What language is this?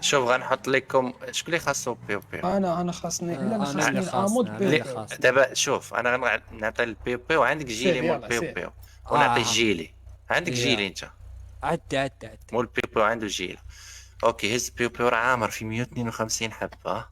Moroccan Arabic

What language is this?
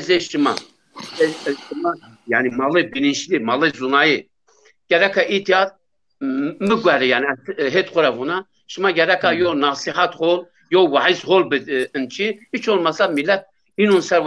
Zaza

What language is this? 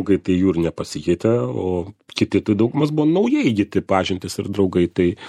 Lithuanian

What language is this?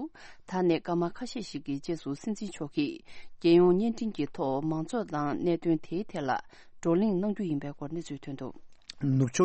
Tibetan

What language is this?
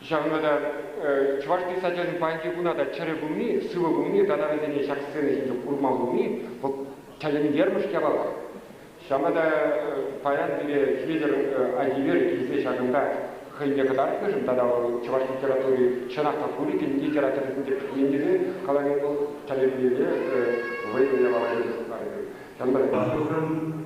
Chuvash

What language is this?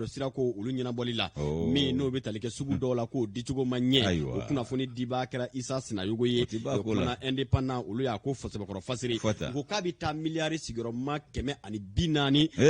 Bambara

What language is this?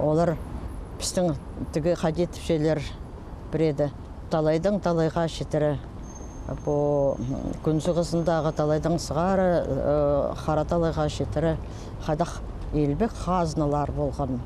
Khakas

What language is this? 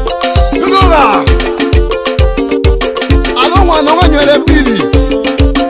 Swahili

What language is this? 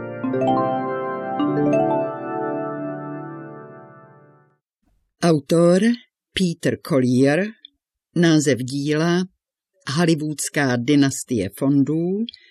Czech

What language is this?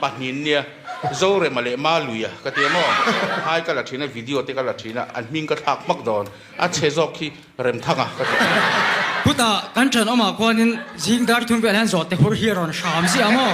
Mizo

